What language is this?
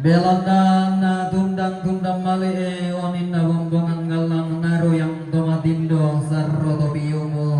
Toraja-Sa'dan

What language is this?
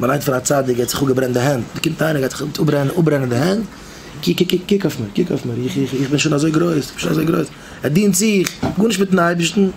Yiddish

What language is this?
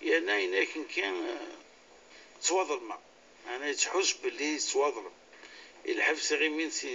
Kabyle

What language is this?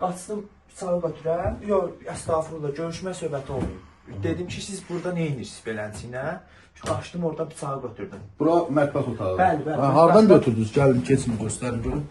Azerbaijani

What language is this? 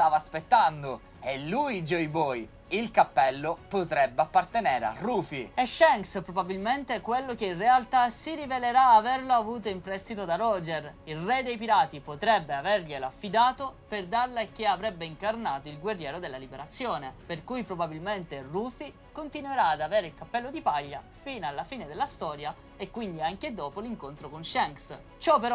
Italian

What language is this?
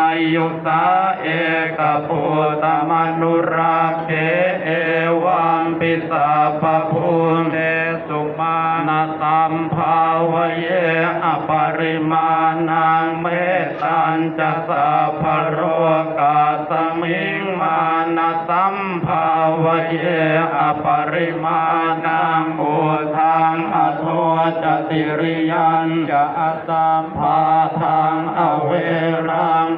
Pali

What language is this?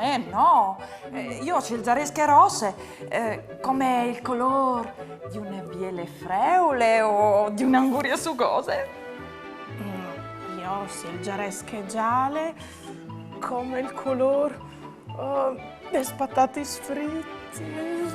Friulian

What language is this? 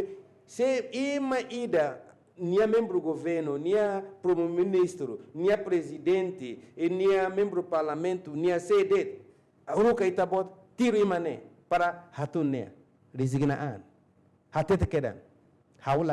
Tetum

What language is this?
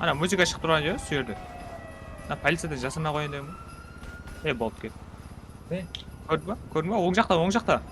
Kara-Kalpak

